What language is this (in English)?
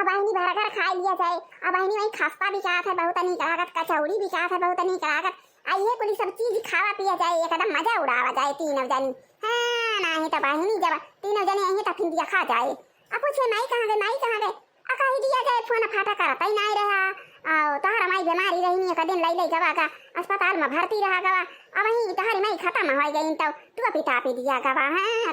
Awadhi